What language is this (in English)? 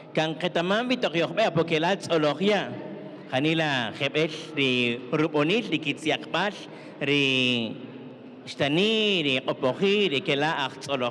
Kaqchikel